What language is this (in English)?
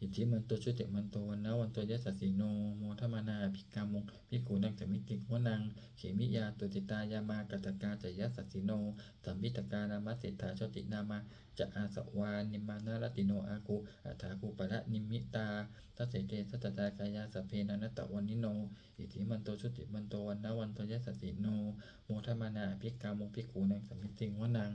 Pali